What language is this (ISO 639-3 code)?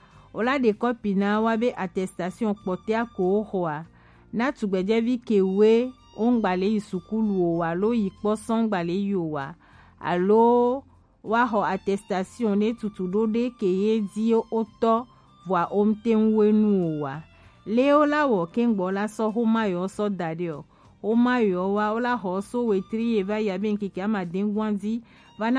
gej